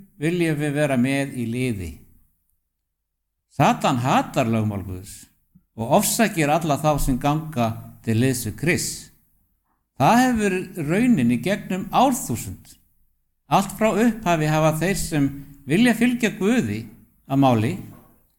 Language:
Icelandic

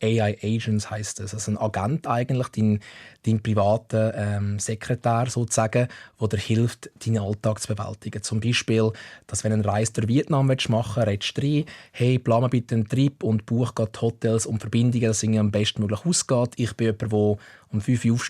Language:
Swiss German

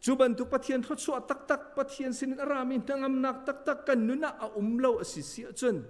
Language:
Hakha Chin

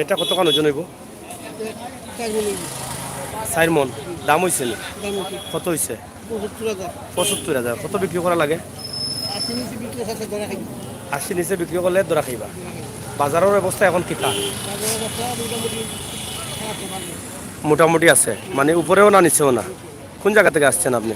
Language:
Sylheti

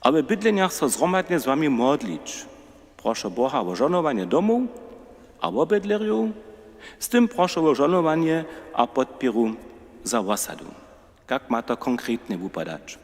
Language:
Upper Sorbian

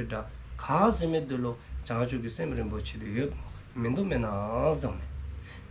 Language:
Dzongkha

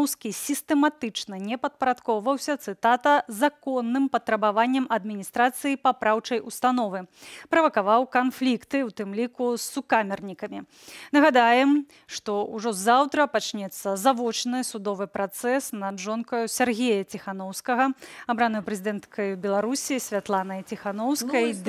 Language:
Belarusian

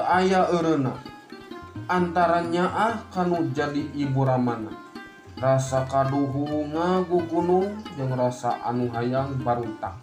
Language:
Sundanese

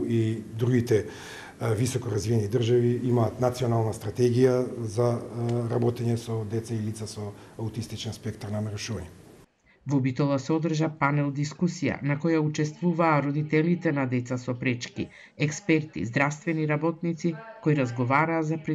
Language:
Macedonian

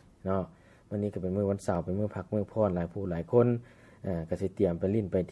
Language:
Lao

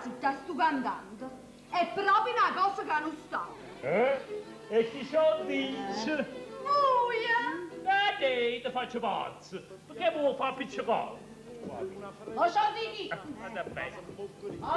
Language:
Neapolitan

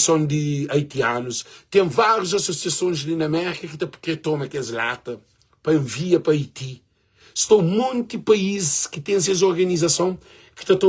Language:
Kabuverdianu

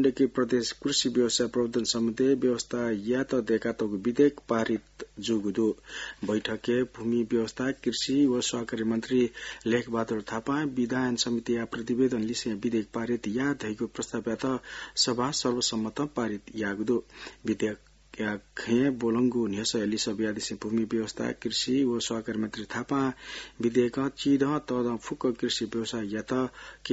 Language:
Newari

